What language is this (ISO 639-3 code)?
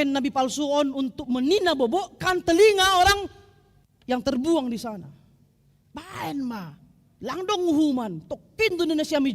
bts